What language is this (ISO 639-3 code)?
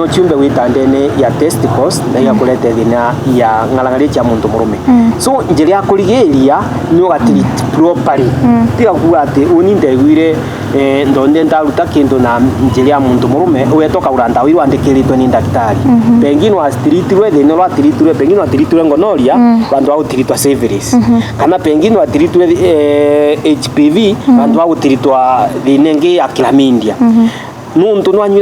mer